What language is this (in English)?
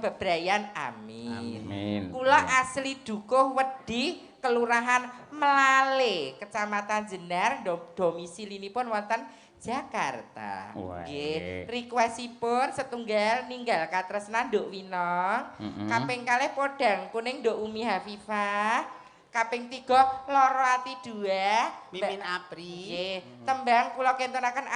Javanese